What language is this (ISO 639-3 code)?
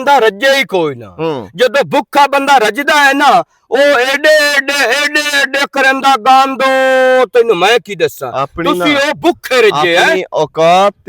lah